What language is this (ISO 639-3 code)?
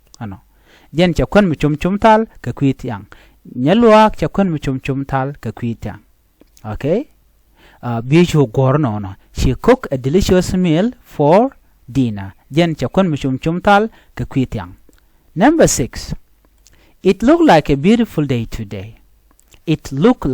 nus